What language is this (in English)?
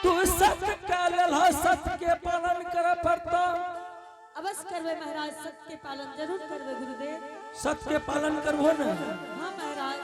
Angika